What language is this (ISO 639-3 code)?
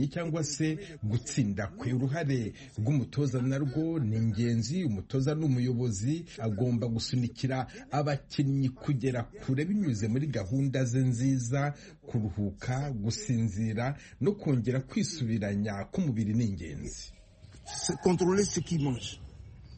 kin